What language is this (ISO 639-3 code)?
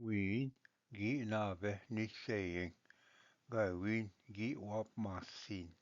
oji